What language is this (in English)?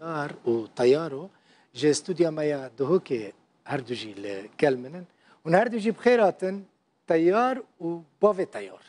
Kurdish